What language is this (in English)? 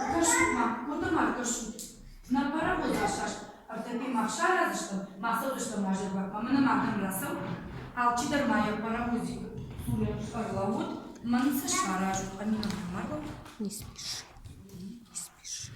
Ossetic